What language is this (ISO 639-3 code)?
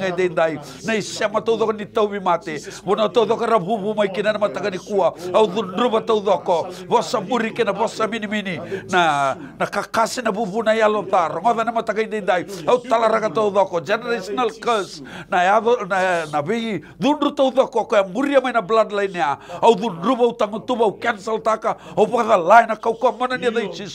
fij